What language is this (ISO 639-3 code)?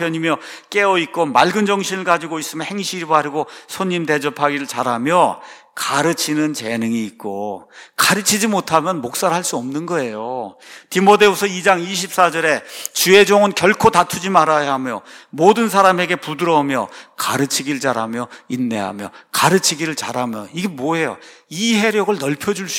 kor